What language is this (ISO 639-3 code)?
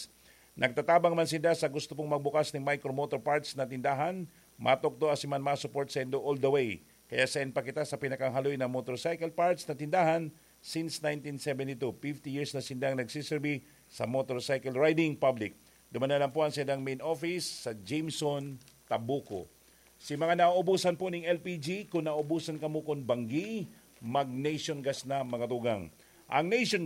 bik